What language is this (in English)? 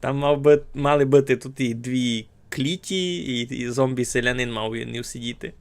Rusyn